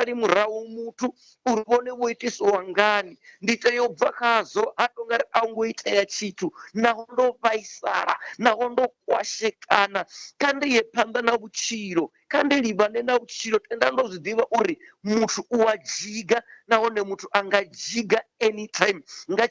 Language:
Venda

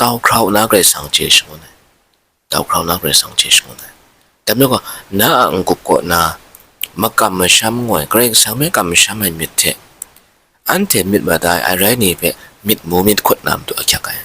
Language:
Kachin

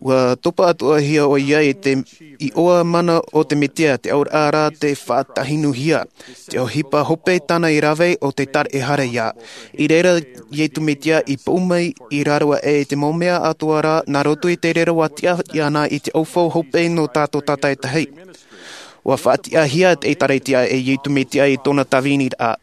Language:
Tahitian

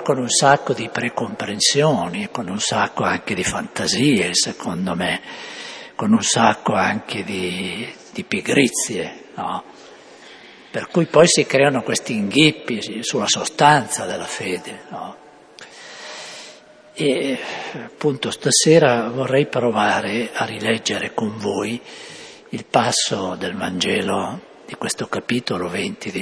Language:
Italian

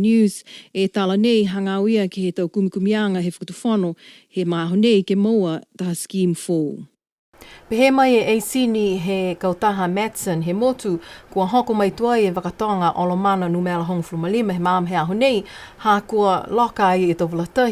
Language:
Niuean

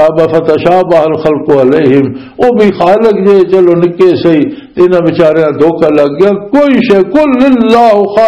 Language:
Western Panjabi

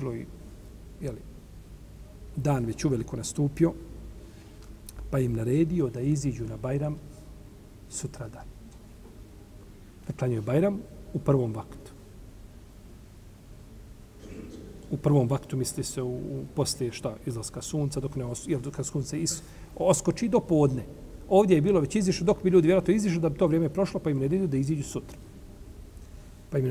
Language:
Bosnian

